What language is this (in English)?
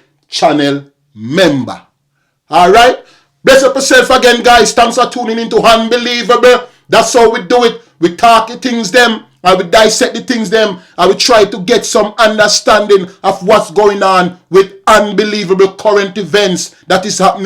Jamaican Creole English